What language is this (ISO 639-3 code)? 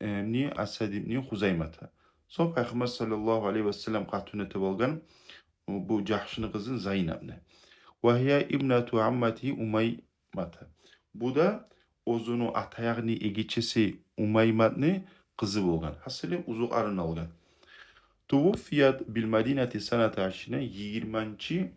kum